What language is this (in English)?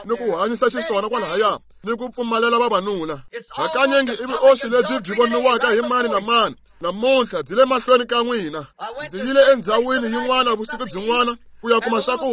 Tsonga